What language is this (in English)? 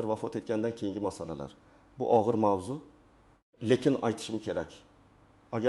Uzbek